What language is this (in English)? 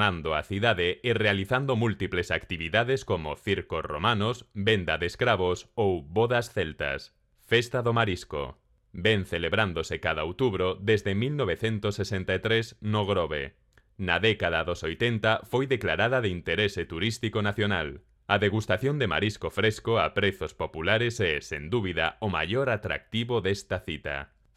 Galician